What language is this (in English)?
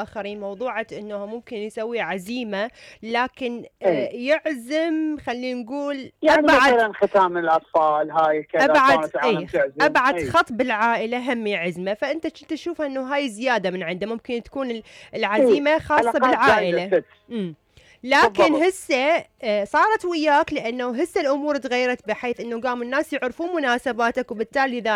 Mesopotamian Arabic